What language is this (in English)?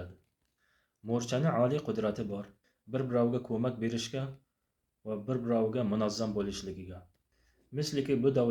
Uzbek